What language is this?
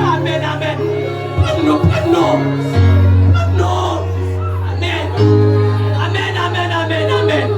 Haitian Creole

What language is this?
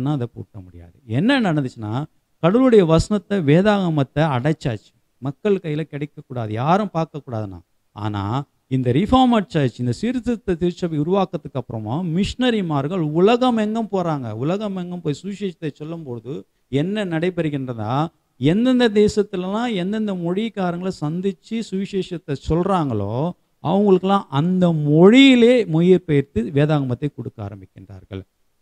Tamil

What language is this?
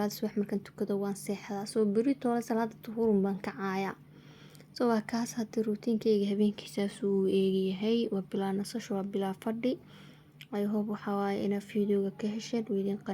Somali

